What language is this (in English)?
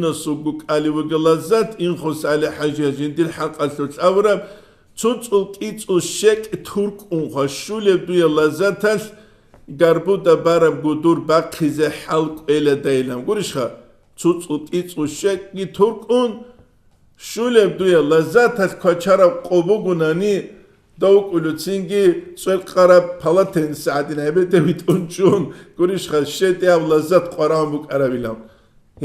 Avaric